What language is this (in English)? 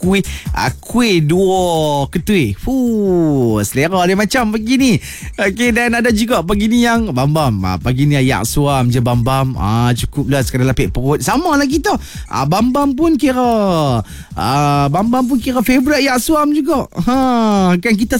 Malay